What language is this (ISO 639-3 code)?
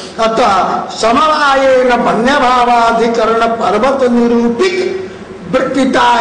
san